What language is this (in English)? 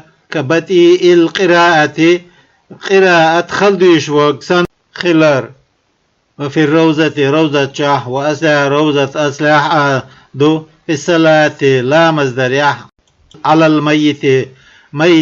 Chechen